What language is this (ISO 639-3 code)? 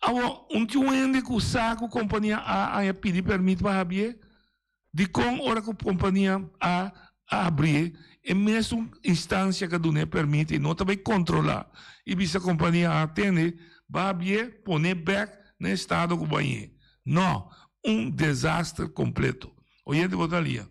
pap